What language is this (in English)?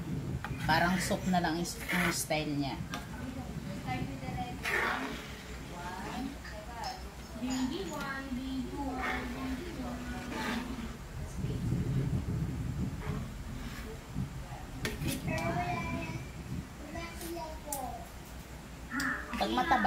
Filipino